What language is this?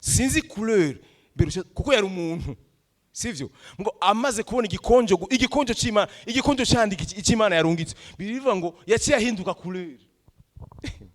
Rundi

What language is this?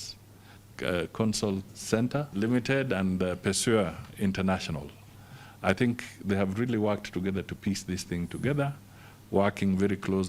Meru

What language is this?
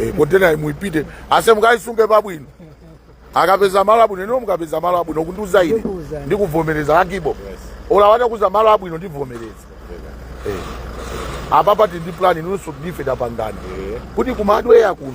Nyanja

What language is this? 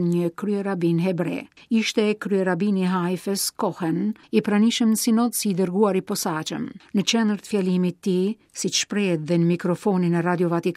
Albanian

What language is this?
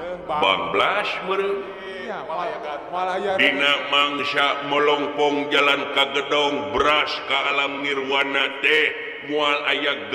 Sundanese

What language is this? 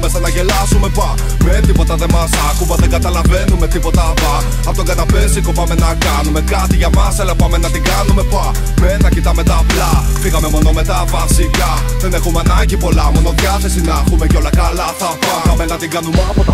Greek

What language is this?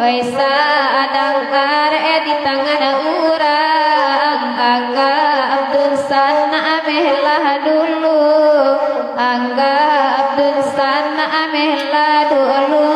Minangkabau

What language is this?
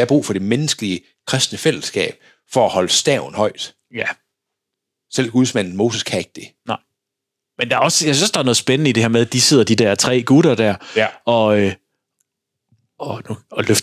Danish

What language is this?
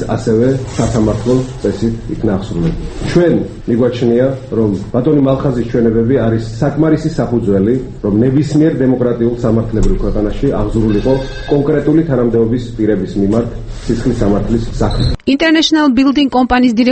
Georgian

